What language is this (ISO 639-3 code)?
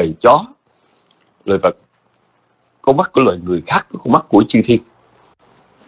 vie